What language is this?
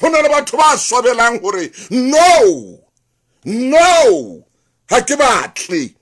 Southern Sotho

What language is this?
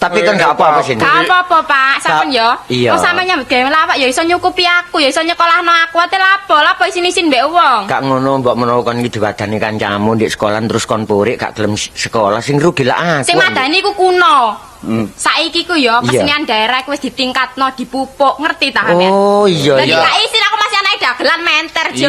Javanese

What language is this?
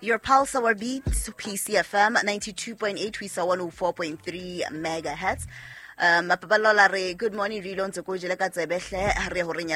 Southern Sotho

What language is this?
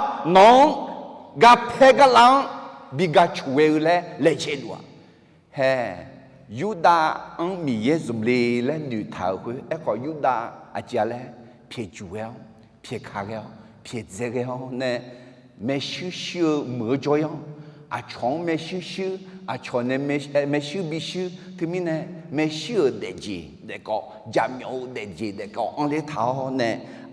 Akha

